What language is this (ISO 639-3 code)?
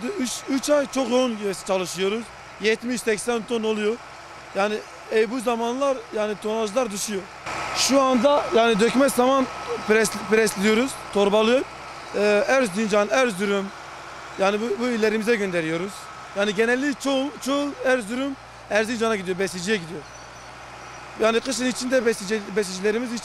tur